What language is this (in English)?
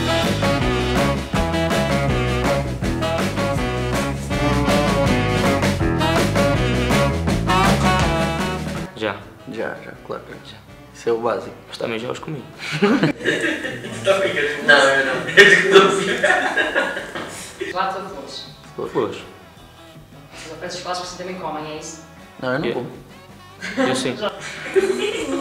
Portuguese